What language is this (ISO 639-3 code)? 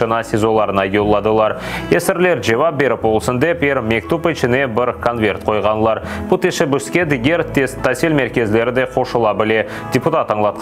crh